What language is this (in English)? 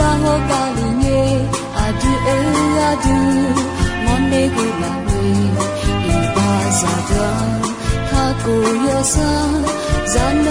Akha